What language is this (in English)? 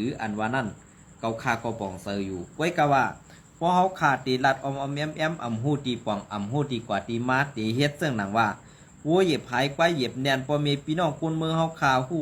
Shan